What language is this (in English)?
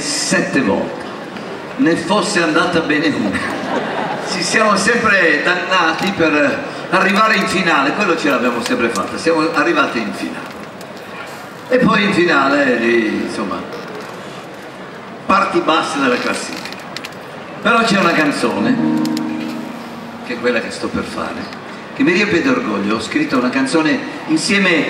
Italian